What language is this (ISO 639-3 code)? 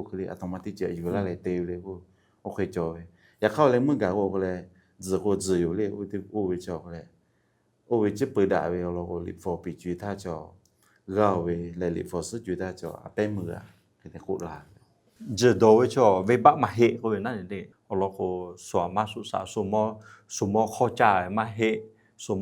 lhu